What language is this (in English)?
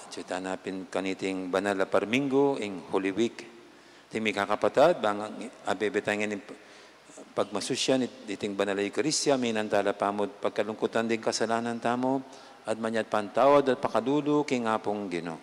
Pampanga